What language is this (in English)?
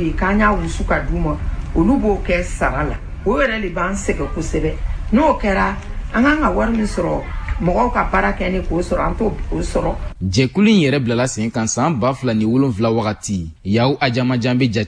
Bambara